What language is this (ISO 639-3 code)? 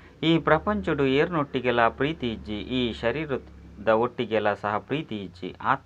tcy